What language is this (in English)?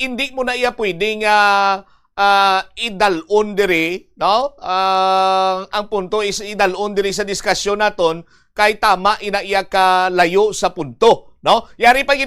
Hiligaynon